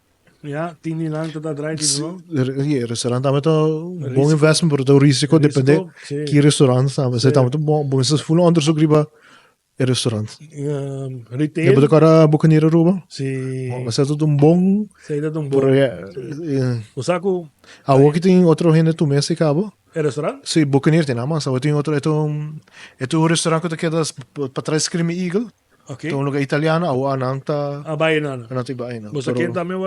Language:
Papiamento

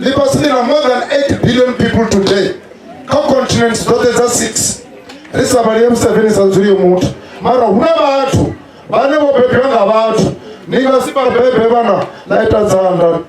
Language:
Venda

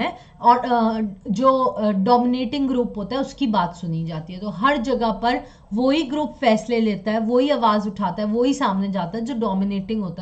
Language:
Hindi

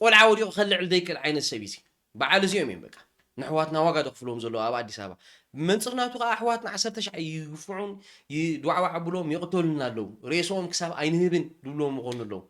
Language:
Tigrinya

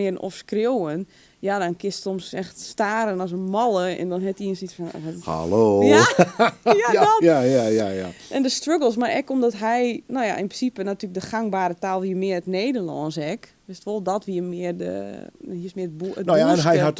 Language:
Western Frisian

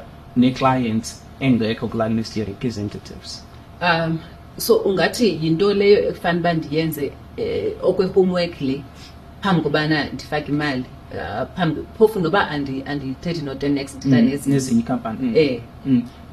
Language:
Xhosa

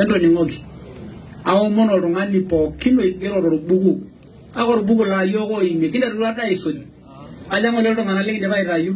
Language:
Masai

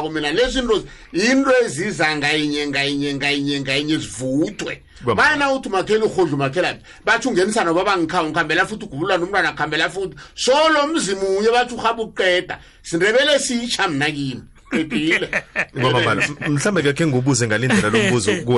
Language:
South Ndebele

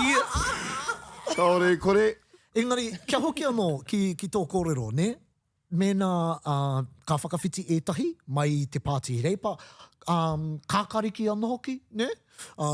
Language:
Māori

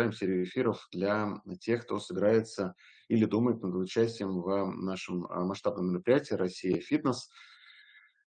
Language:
Russian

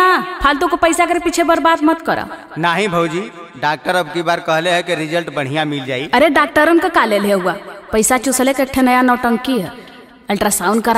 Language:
Bhojpuri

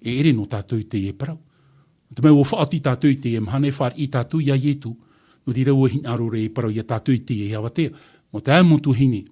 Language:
Tahitian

